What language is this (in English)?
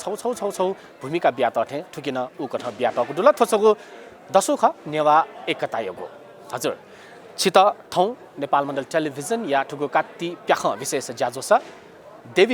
Newari